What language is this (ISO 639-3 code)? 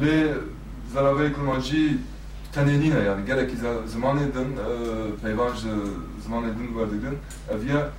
kur